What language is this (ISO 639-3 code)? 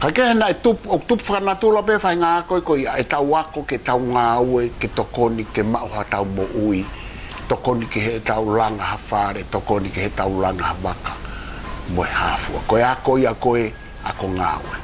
ton